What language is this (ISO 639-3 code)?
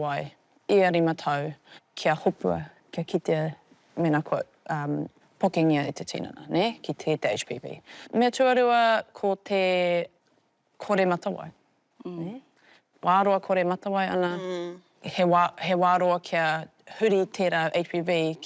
mri